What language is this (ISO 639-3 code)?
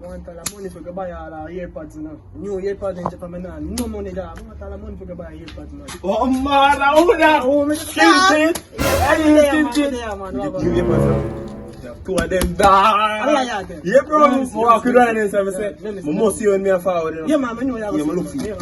jam